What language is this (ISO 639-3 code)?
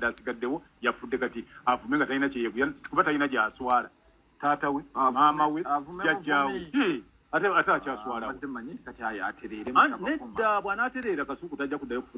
lug